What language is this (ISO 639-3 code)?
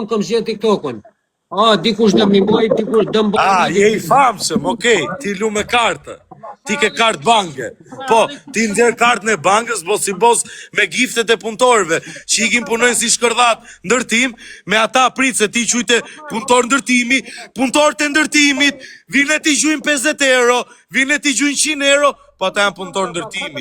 sqi